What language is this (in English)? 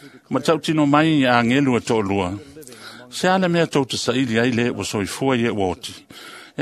Samoan